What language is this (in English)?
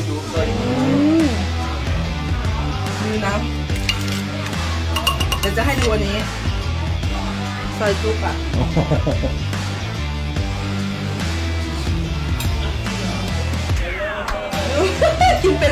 Thai